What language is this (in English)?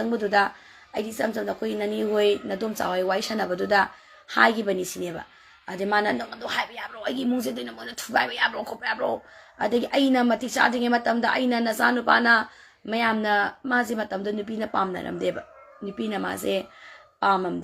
Manipuri